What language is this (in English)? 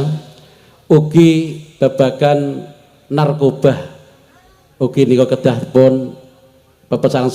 Javanese